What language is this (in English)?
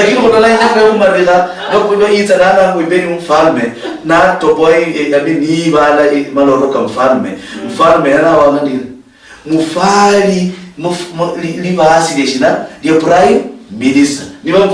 Luyia